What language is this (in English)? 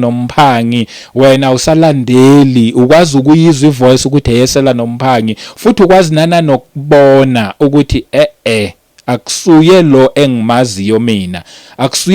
Zulu